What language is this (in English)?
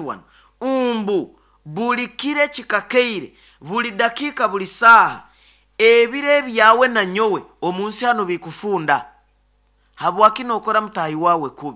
Nyoro